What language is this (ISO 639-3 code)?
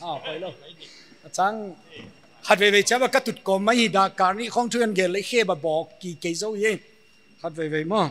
pck